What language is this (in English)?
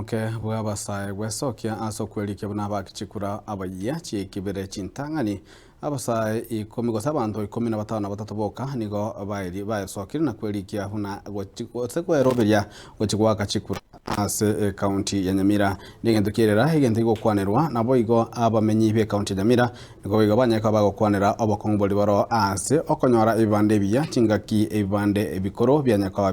Gusii